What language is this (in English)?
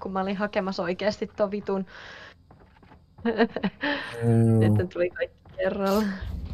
Finnish